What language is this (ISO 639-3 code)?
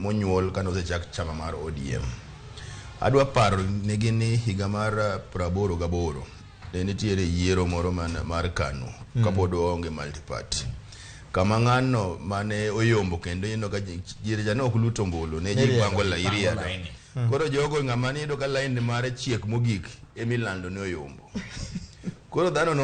luo